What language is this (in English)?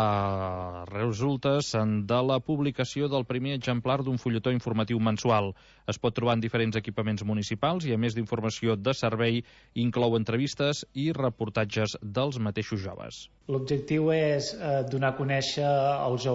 Catalan